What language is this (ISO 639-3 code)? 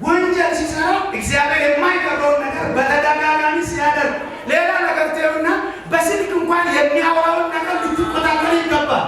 amh